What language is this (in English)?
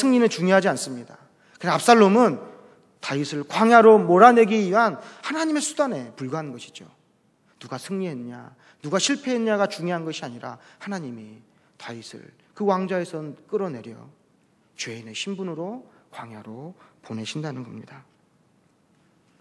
Korean